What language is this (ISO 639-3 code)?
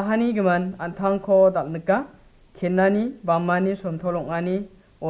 grt